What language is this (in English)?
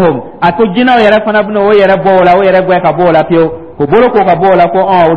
Dyula